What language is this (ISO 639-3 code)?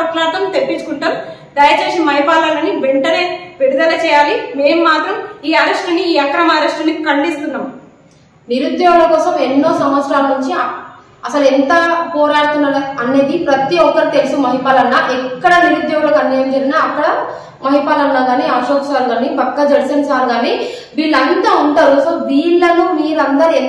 tel